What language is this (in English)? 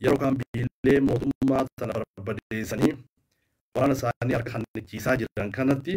Oromo